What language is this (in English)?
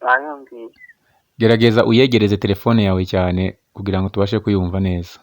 Kinyarwanda